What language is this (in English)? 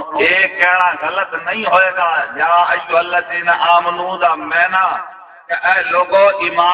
Saraiki